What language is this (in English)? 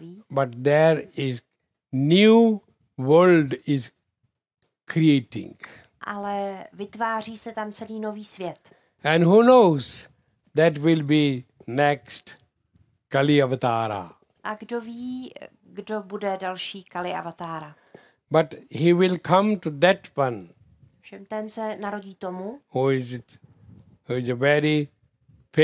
Czech